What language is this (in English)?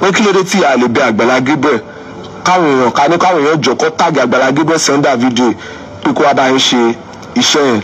Yoruba